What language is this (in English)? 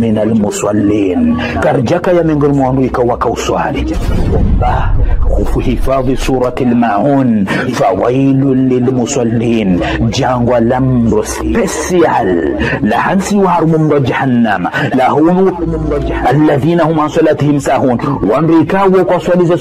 Ngazidja Comorian